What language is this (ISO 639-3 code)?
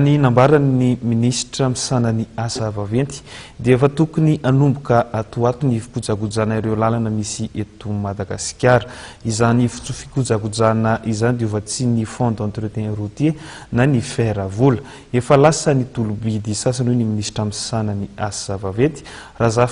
mlg